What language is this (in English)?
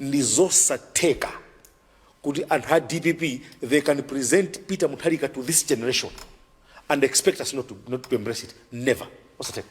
Nyanja